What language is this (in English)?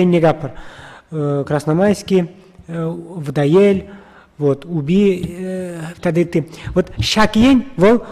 Chuvash